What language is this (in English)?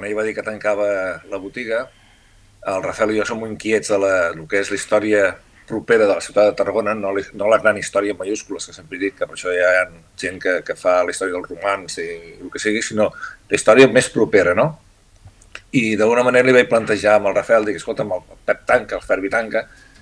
Catalan